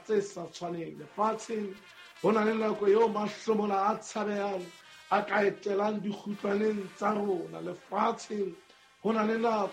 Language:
Southern Sotho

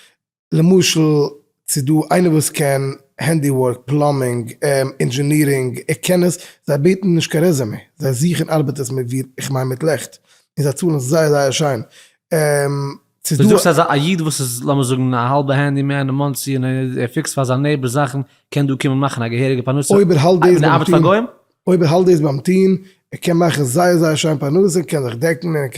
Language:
Yiddish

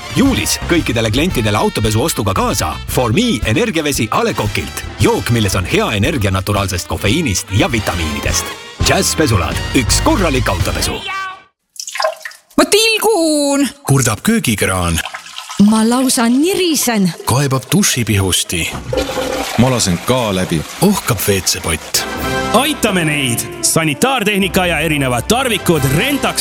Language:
Estonian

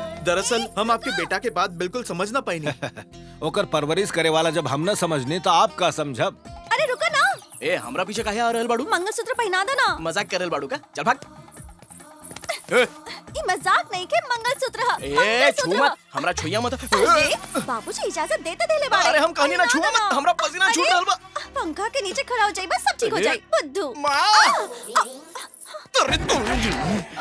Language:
Bhojpuri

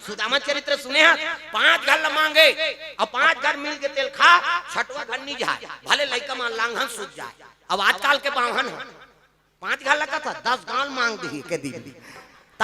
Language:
Chhattisgarhi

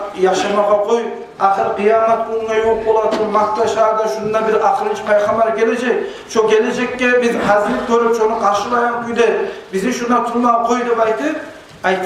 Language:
Kumyk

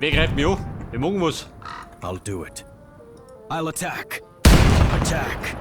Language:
Bavarian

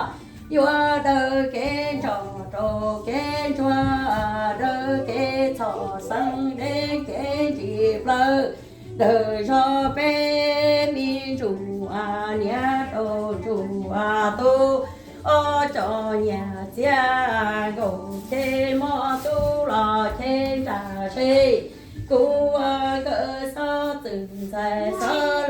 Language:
Hmong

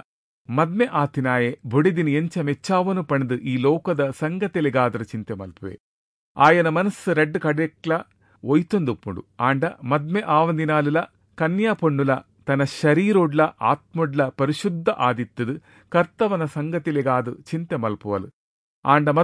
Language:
Tulu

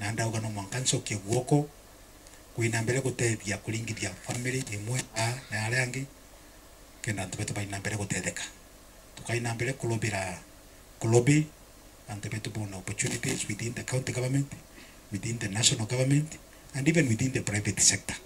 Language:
Meru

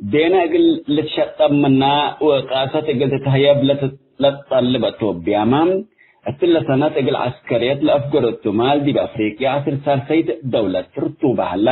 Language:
Tigre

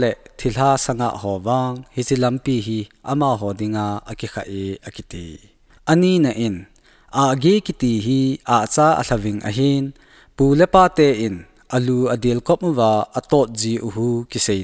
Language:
Thado Chin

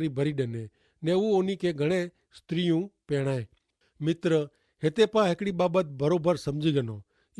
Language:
Kachhi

